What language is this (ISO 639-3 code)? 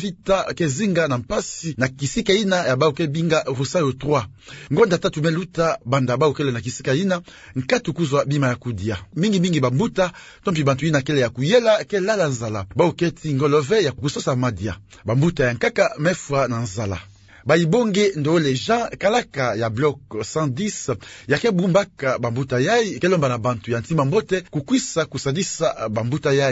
ktu